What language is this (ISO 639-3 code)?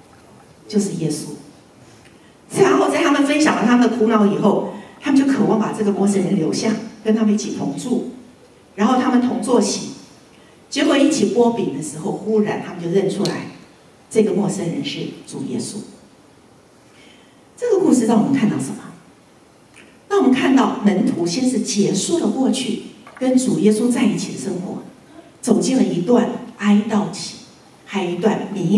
zho